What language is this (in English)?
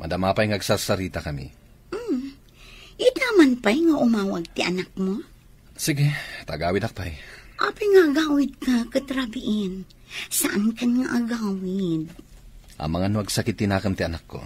Iloko